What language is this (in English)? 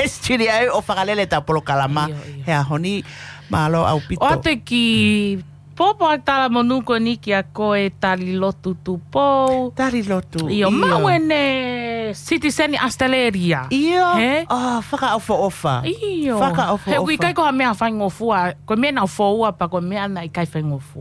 Tongan